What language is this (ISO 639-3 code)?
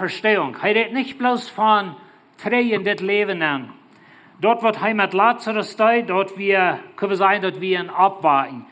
pdt